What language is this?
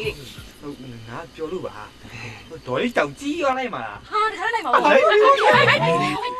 Burmese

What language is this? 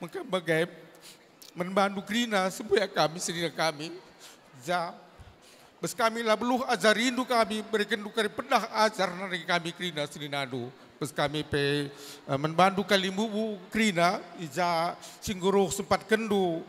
Batak Karo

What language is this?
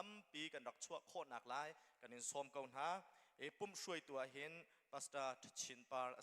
Hakha Chin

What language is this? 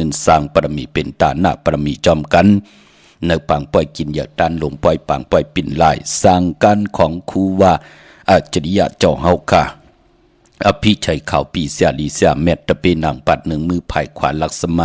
Shan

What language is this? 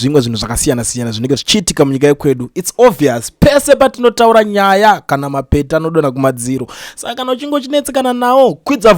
Shona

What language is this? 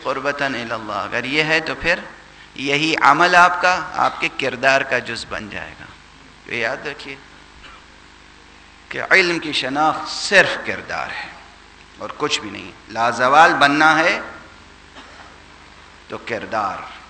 Urdu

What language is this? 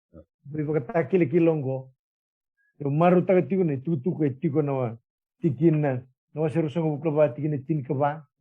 Fijian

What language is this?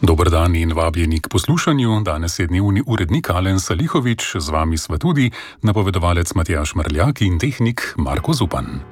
Slovenian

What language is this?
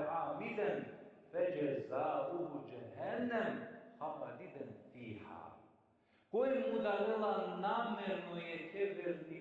Balkan Romani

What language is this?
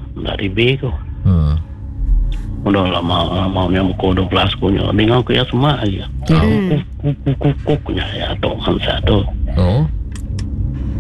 Iban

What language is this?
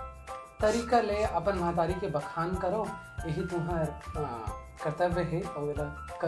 Chhattisgarhi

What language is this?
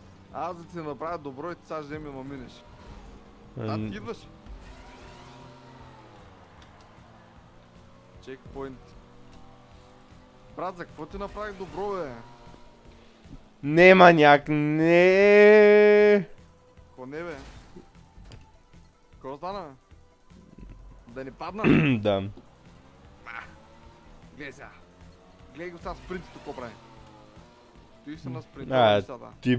Bulgarian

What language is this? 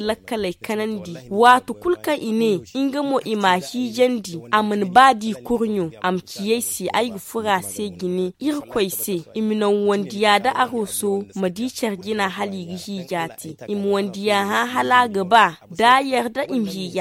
Zarma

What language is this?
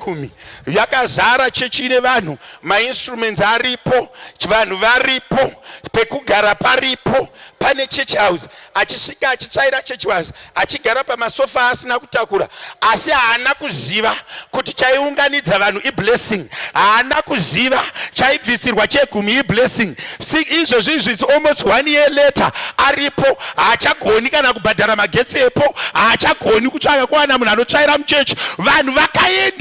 Shona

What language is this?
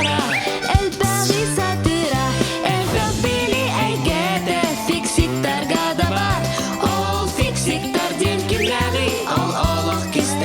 Yakut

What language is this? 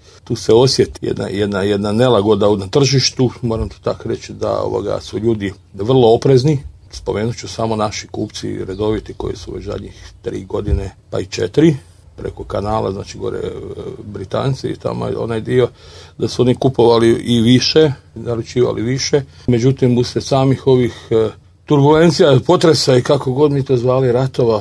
Croatian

